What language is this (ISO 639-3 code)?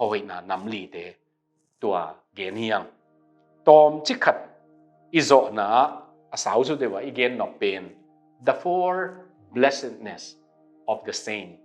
ctd